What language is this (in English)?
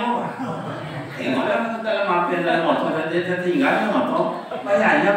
Minangkabau